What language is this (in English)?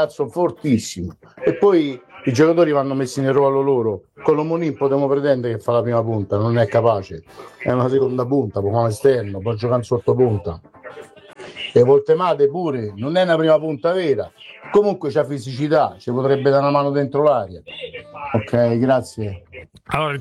Italian